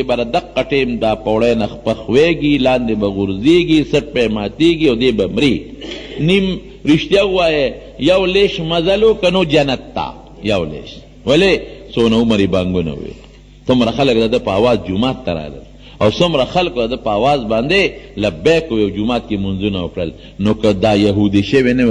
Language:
Pashto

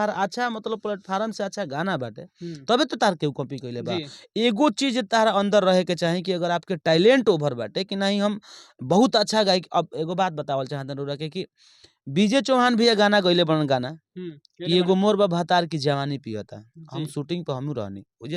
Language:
Bhojpuri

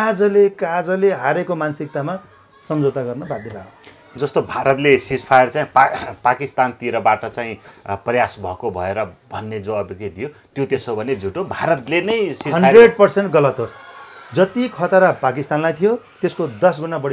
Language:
Nepali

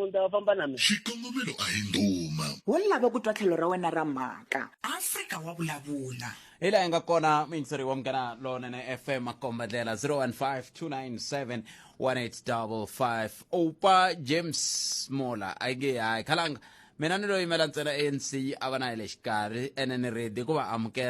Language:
Tsonga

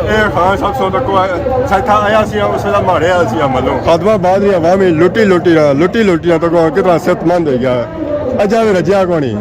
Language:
Pahari-Potwari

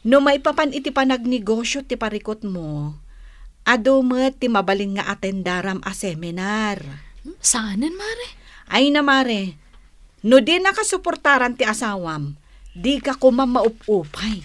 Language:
Iloko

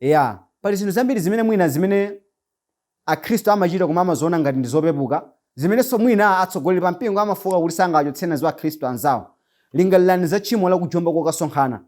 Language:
Nyanja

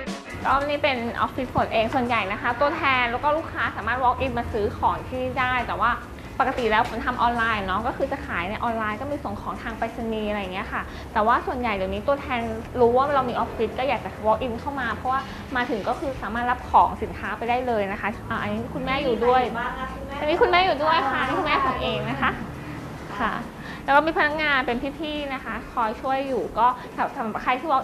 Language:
Thai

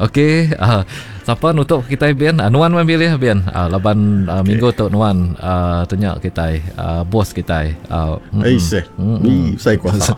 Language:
Iban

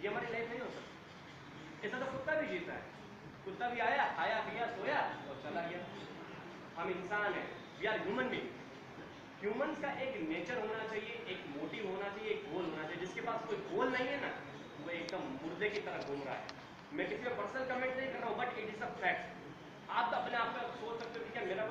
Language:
Hindi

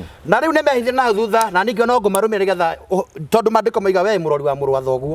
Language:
Kikuyu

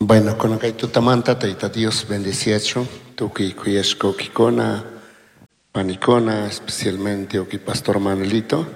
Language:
Chimborazo Highland Quichua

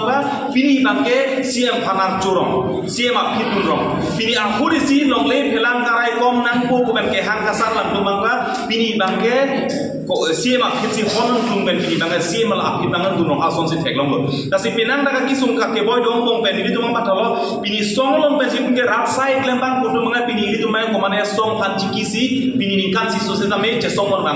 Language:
Karbi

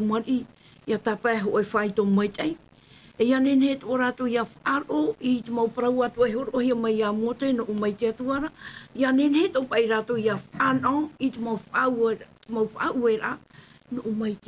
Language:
Tahitian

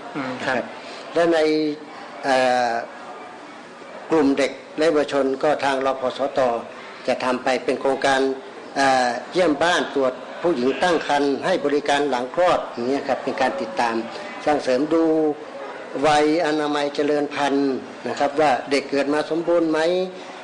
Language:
Thai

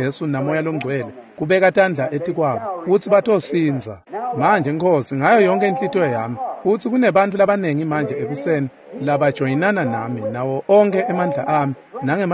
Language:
Swati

